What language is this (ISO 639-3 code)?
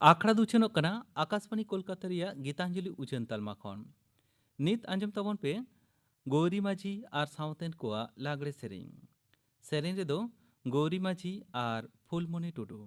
sat